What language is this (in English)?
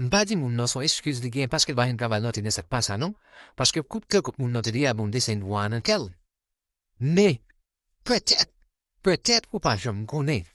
Haitian Creole